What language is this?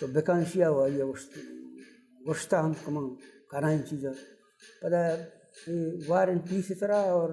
Baluchi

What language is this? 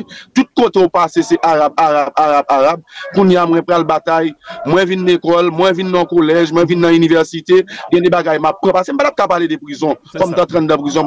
Haitian Creole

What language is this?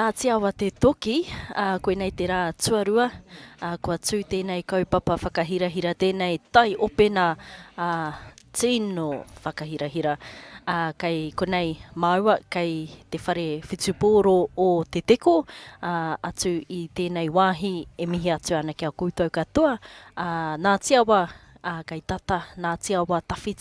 Māori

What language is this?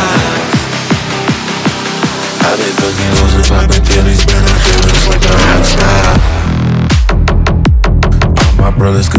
English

